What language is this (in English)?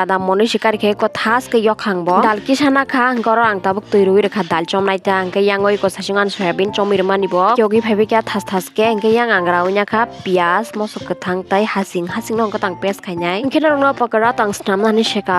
Kok Borok